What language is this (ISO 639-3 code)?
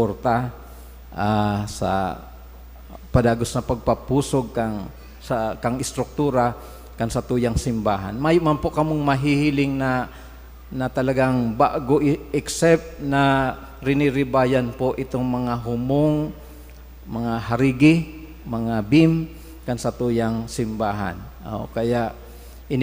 bik